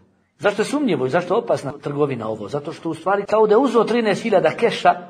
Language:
Bosnian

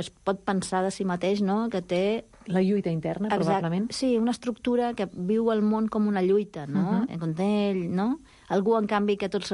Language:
Catalan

